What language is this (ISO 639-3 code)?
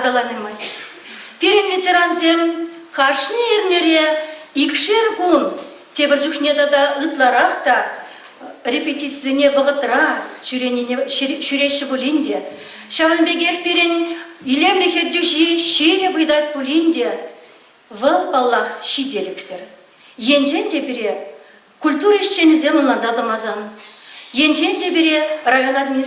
chv